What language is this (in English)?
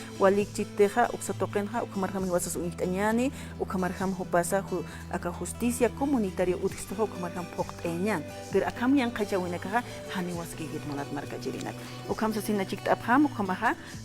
Aymara